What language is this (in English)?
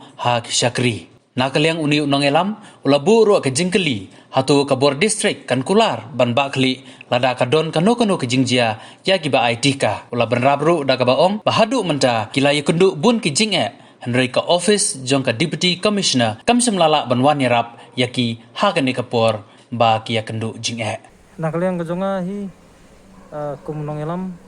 Khasi